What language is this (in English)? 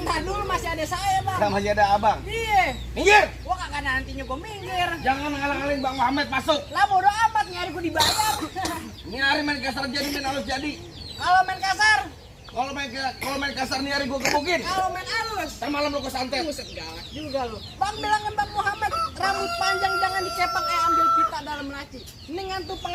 Betawi